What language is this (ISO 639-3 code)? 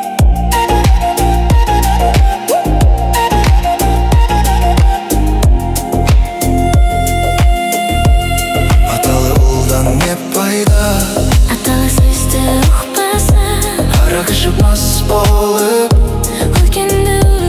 kaz